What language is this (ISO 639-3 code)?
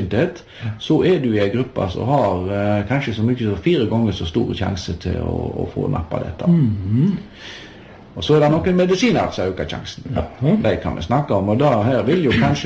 nor